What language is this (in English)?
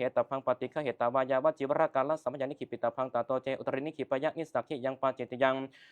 Pali